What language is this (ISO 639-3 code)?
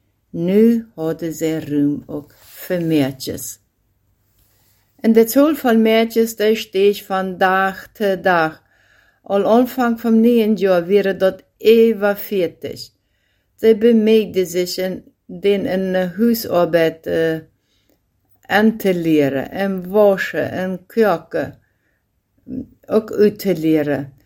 deu